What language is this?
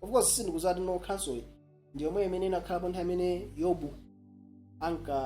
Nyanja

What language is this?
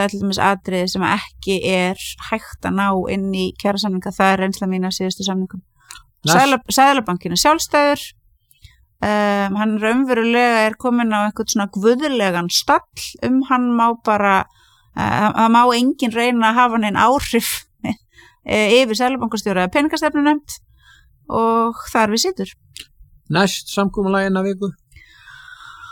Icelandic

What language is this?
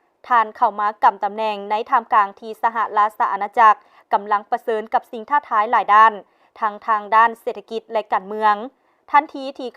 Lao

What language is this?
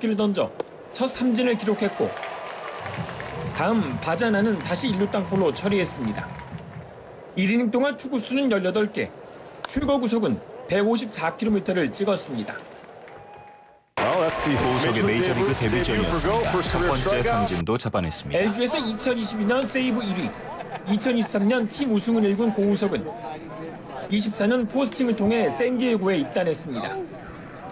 Korean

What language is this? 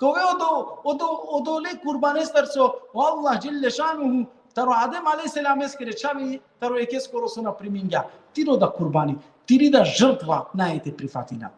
Balkan Romani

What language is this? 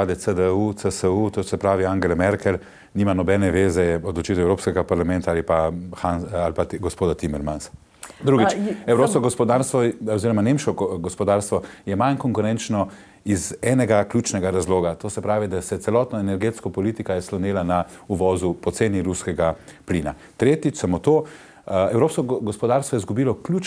Slovenian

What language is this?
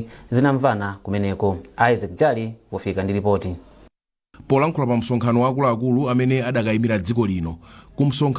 Nyanja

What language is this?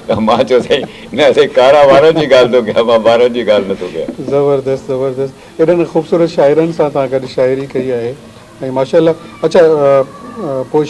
Sindhi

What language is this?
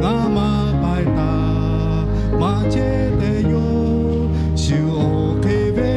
Lahu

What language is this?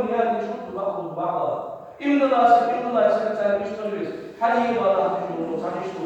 Ingush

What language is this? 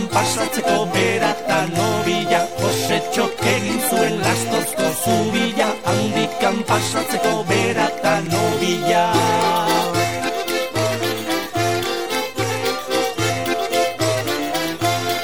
Basque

